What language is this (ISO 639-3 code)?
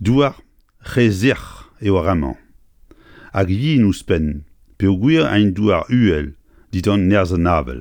bre